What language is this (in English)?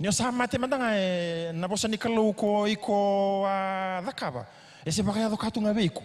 Fijian